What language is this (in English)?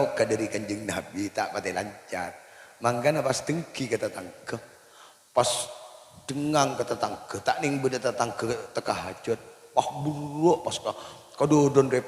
Madurese